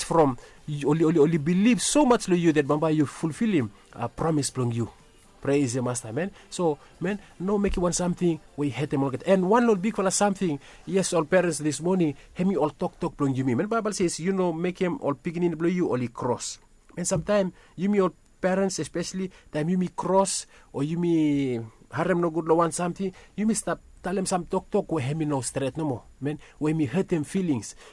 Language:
Bislama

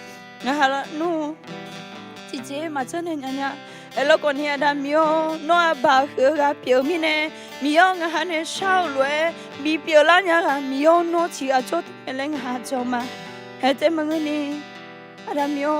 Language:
Akha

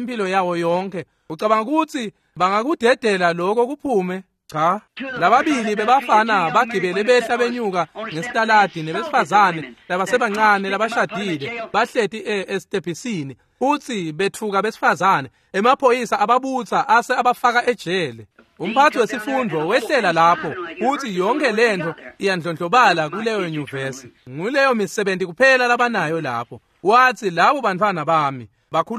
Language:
Swati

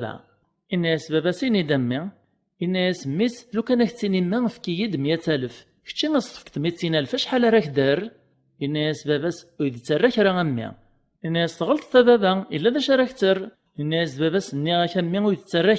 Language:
Kabyle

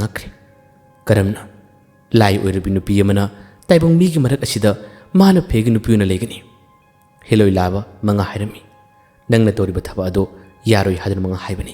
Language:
Manipuri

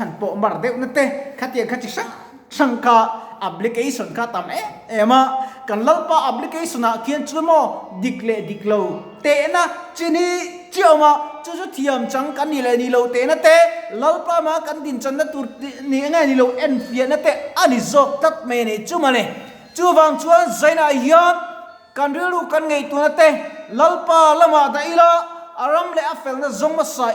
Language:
Mizo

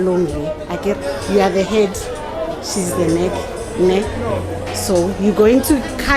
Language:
Northern Sotho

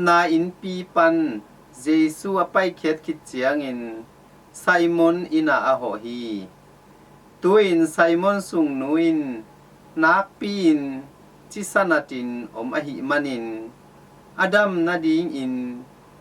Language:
Tedim Chin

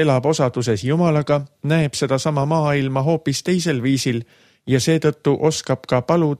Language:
Estonian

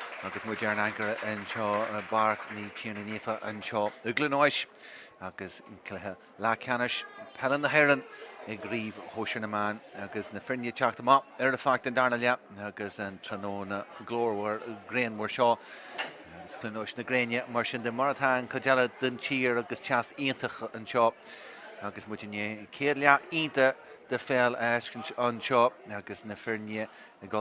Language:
Irish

